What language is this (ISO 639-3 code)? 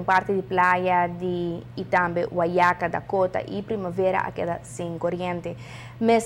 pap